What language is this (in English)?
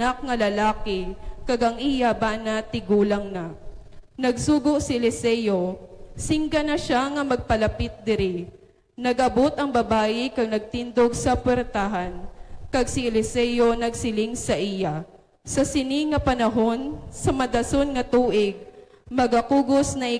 Hiligaynon